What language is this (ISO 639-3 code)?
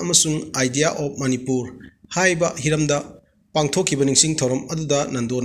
mni